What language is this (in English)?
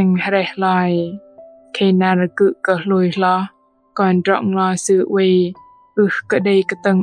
Bahnar